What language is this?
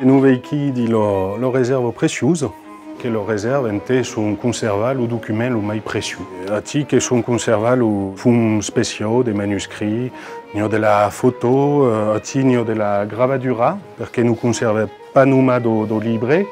Occitan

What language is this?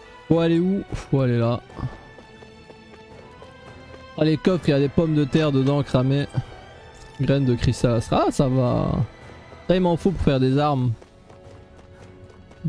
French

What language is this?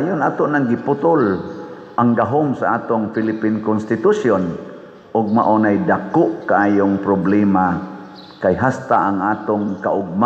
Cebuano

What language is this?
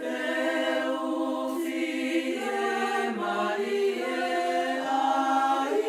Tongan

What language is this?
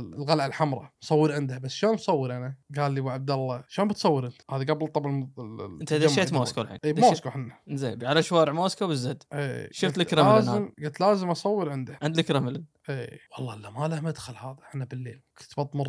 Gulf Arabic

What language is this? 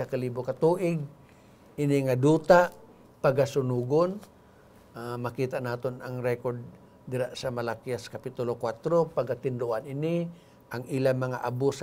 Hiligaynon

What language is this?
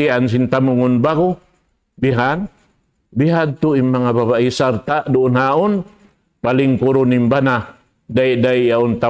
Tausug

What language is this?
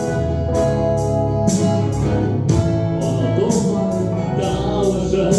Bashkir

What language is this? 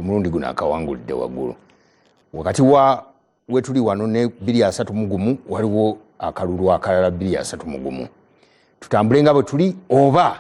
Ganda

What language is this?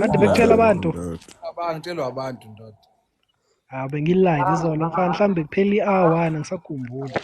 Zulu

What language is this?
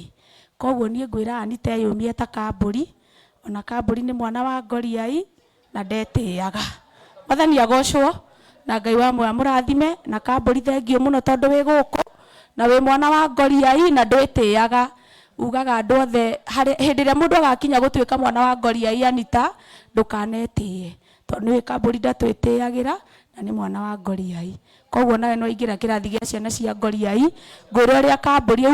Kikuyu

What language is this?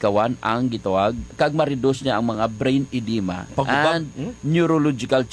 Hiligaynon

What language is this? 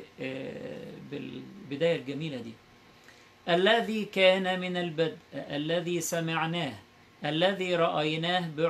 Egyptian Arabic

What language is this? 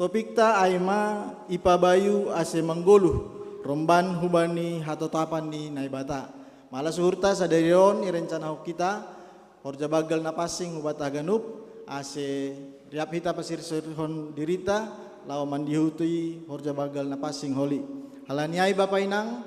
Batak Simalungun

